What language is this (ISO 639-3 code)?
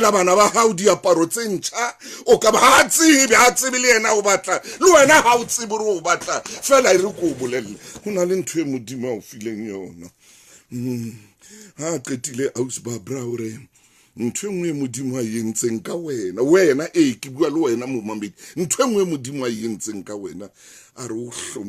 sot